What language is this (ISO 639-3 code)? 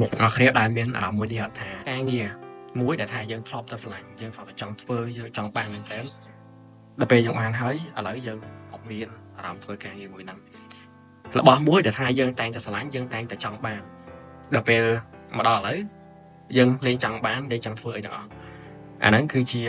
khm